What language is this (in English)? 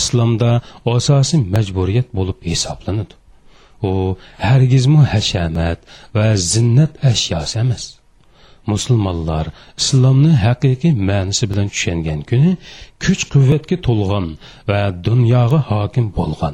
Uyghur